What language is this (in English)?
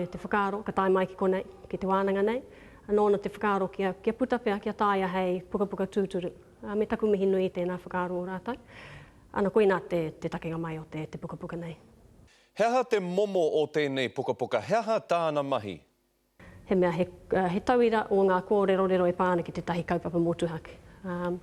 Māori